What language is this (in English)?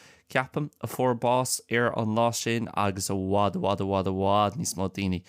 Irish